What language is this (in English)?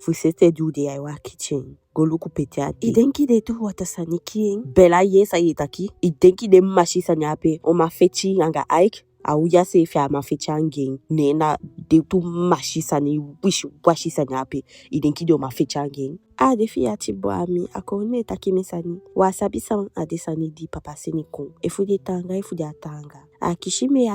Eastern Maroon Creole